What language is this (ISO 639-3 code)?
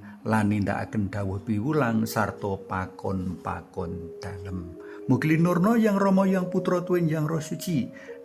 jav